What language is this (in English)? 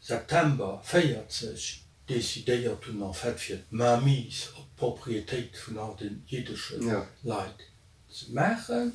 Luxembourgish